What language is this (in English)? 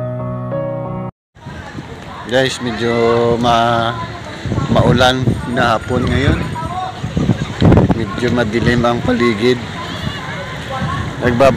Filipino